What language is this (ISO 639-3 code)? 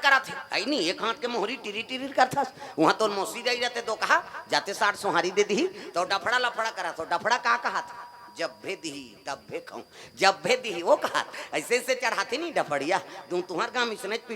hne